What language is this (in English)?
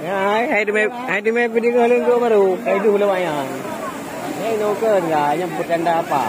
Achinese